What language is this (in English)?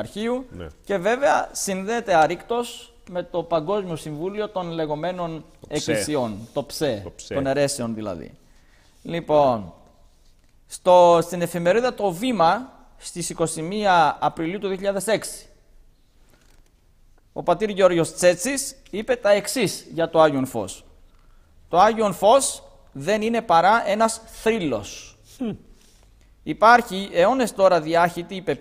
Greek